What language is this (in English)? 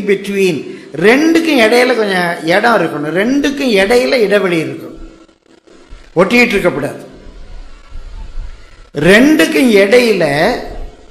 Tamil